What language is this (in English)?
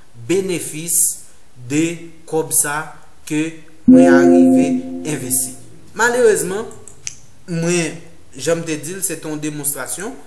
Haitian Creole